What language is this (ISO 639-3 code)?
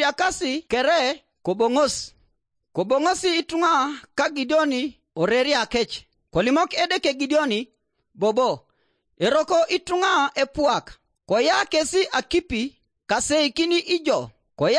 teo